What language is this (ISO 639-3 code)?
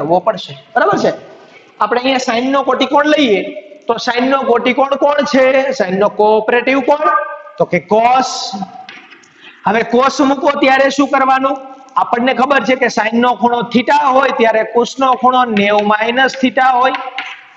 guj